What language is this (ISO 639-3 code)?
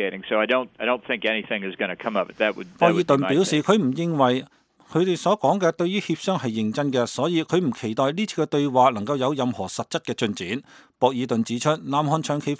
yue